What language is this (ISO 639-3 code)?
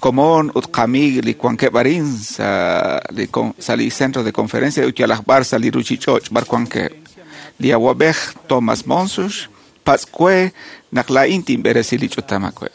kek